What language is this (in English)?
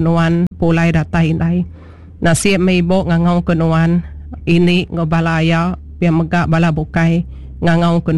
Iban